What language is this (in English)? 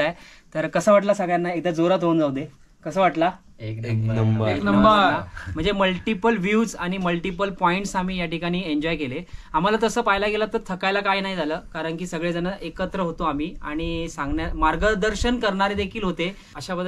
Marathi